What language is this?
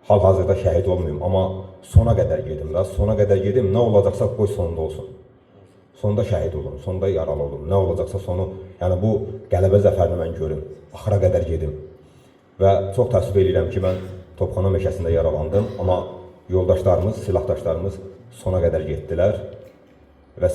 Azerbaijani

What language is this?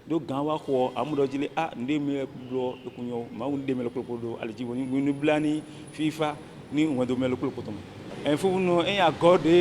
Fon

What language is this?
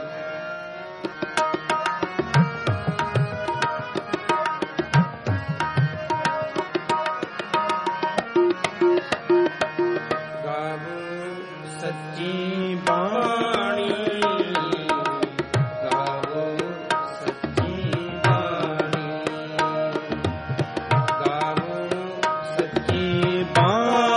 Punjabi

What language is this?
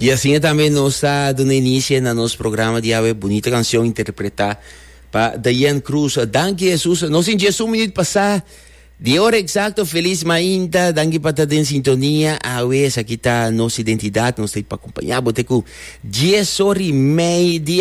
Papiamento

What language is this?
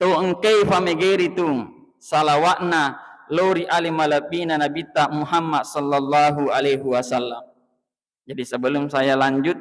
Buginese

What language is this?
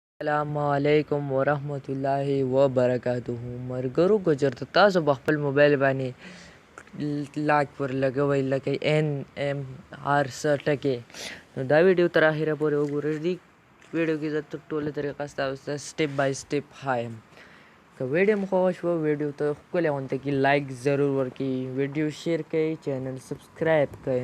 Pashto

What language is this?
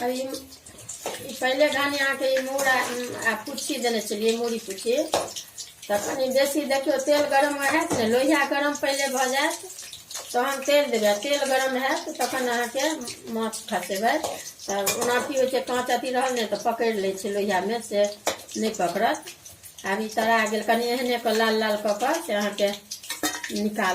Maithili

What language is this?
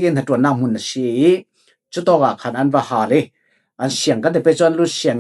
Falam Chin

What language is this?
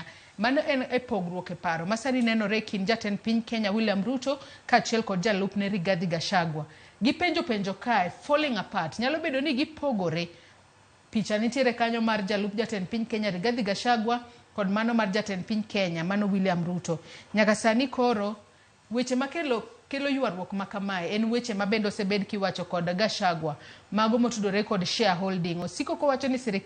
Luo (Kenya and Tanzania)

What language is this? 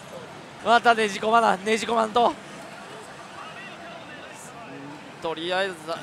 Japanese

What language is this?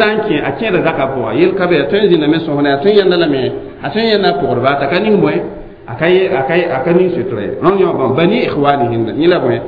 Mossi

